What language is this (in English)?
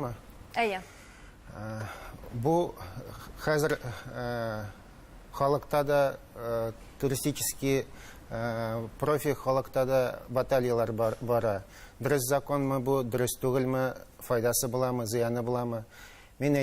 Tatar